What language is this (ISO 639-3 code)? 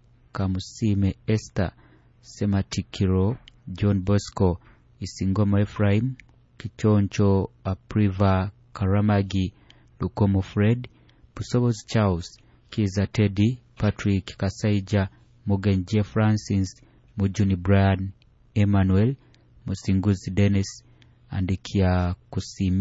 nyo